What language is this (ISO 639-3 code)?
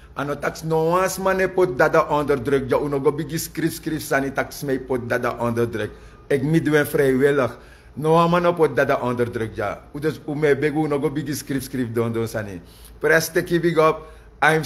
srn